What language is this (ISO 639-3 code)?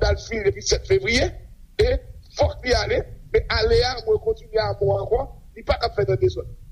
hat